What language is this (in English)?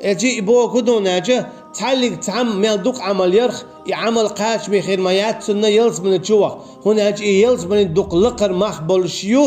Chechen